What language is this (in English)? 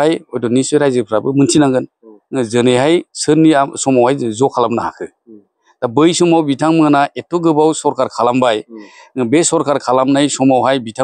Bodo